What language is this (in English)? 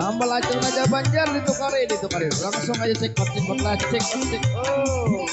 Banjar